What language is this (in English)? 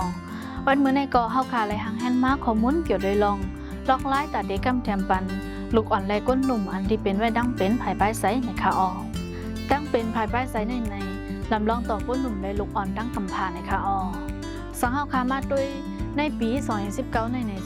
Shan